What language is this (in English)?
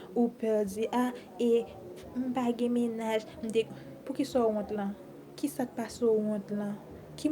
Haitian Creole